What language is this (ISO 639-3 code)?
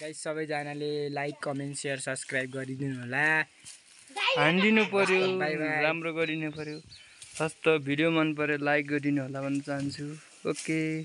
nep